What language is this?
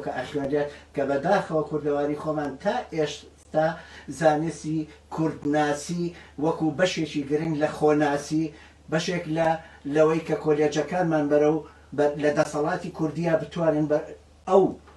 Central Kurdish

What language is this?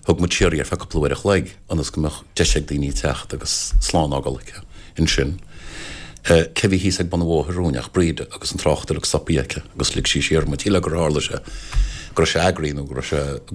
Irish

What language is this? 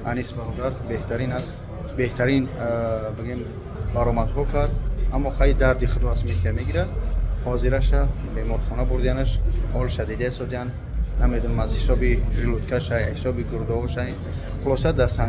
Tajik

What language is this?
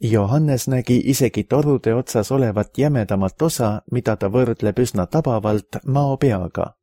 Estonian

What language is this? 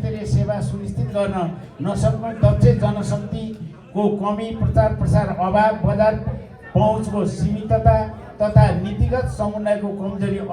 Nepali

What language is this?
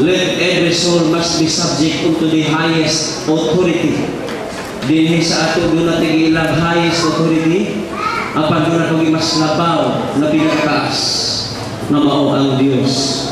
Cebuano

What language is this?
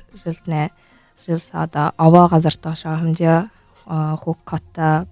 Buriat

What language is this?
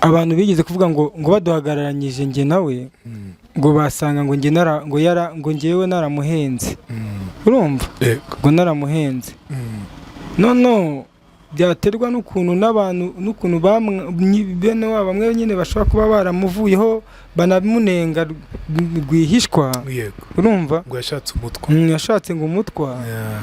Kinyarwanda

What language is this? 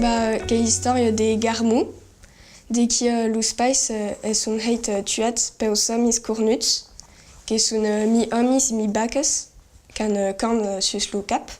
Occitan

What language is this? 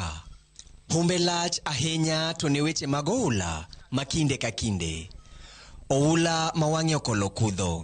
Luo (Kenya and Tanzania)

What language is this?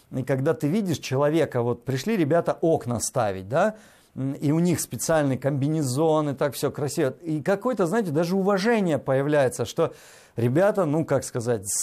Russian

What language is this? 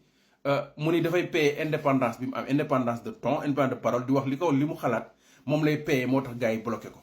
Wolof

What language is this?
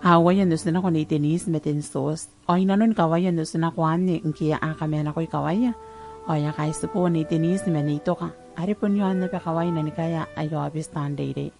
Gilbertese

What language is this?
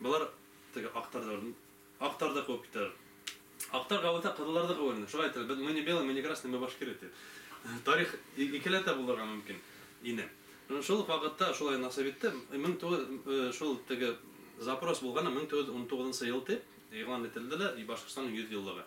Bashkir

